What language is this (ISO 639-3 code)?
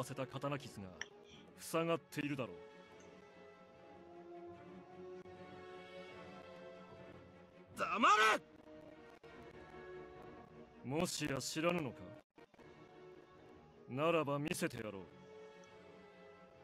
jpn